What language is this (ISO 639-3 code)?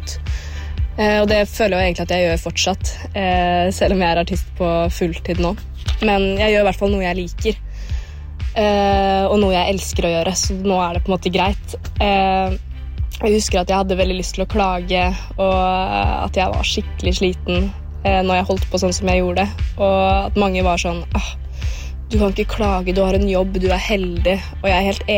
nor